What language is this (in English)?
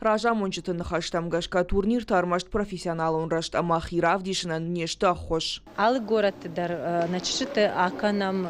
Ossetic